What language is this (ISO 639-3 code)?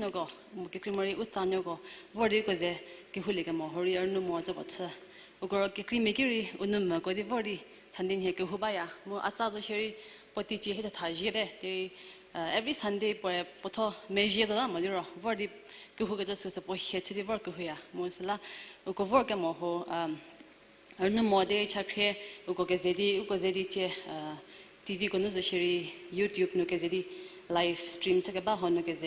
njm